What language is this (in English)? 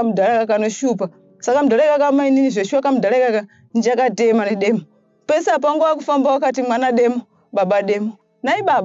Shona